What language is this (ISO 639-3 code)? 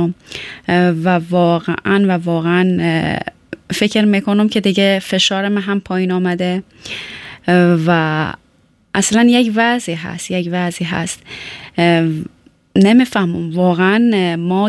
fas